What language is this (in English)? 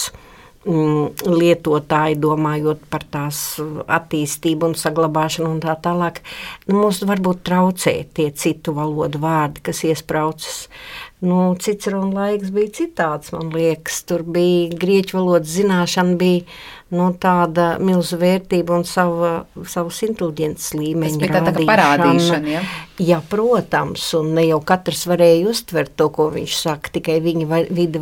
Latvian